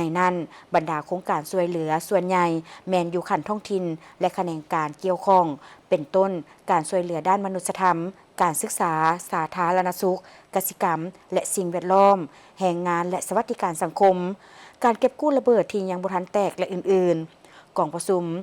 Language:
Lao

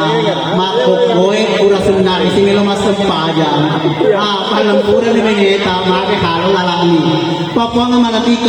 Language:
Buginese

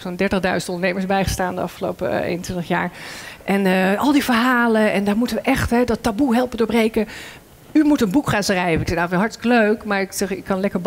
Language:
Dutch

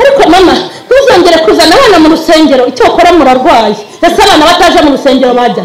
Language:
Kinyarwanda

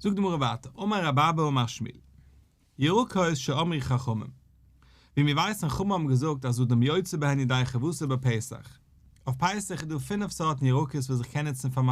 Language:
Yiddish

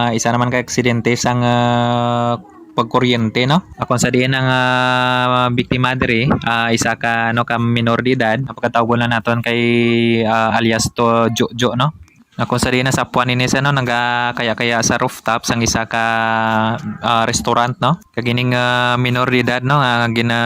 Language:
Hiligaynon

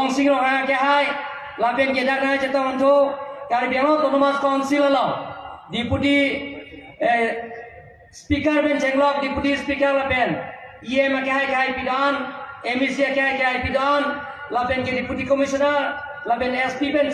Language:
Karbi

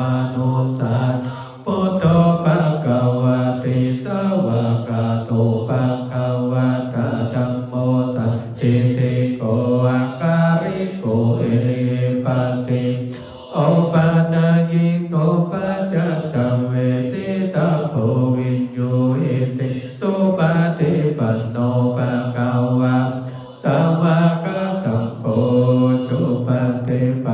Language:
Pali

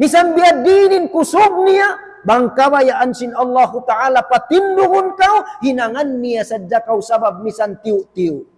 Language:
Tausug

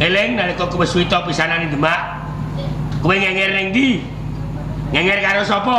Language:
Javanese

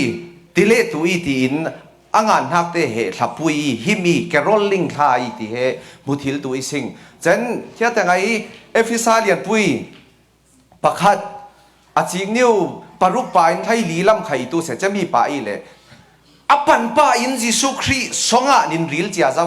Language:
Falam Chin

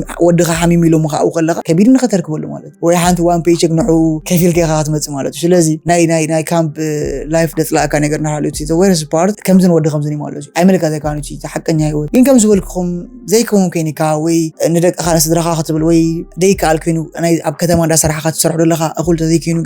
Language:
Tigrinya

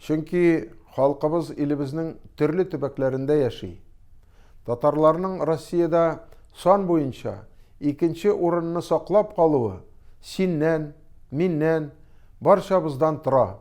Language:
Tatar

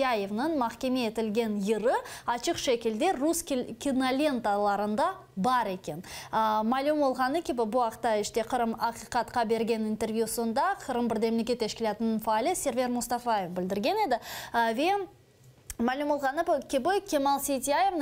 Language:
Crimean Tatar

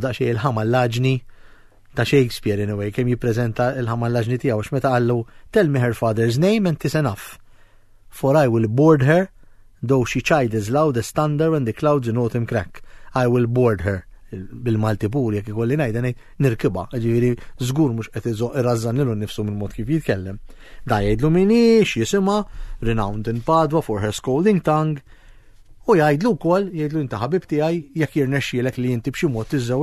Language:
Maltese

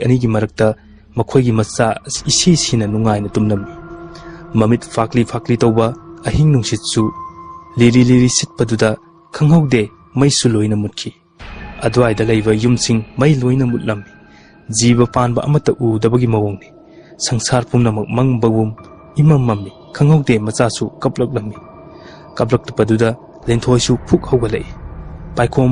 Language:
Manipuri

